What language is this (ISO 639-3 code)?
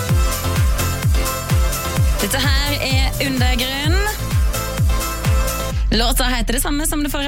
nor